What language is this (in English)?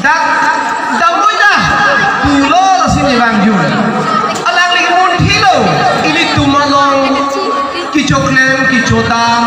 Karbi